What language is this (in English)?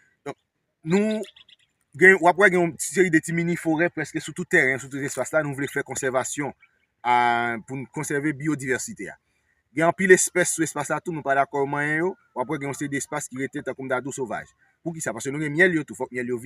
Haitian Creole